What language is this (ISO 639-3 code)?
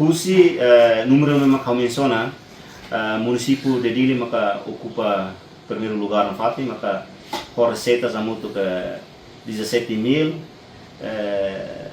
tet